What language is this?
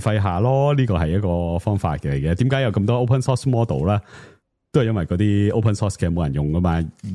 Cantonese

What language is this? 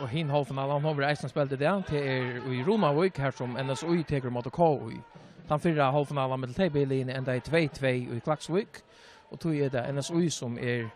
Faroese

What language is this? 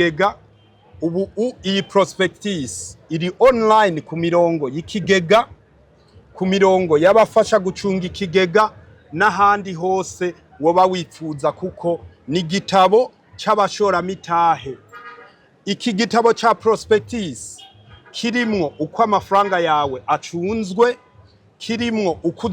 Rundi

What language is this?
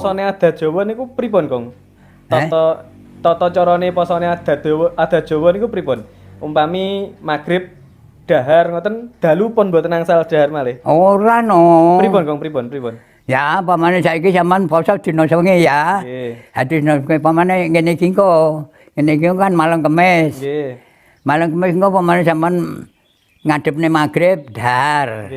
Javanese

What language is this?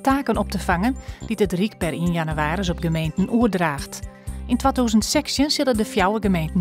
Western Frisian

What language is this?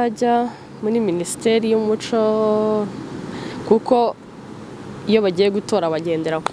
Kinyarwanda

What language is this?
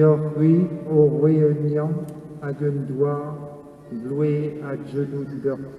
Breton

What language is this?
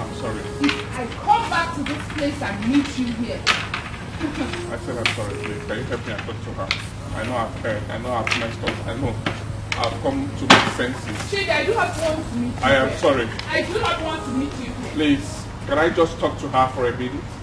Nigerian Pidgin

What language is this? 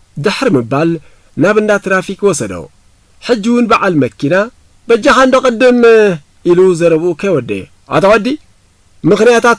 Tigrinya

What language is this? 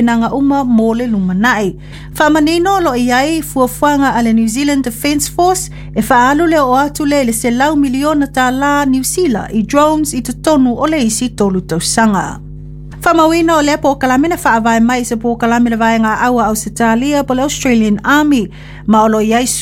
Samoan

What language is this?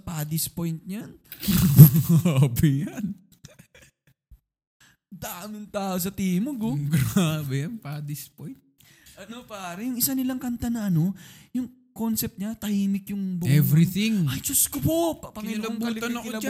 Filipino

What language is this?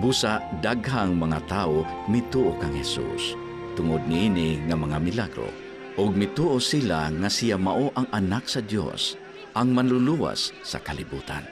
Cebuano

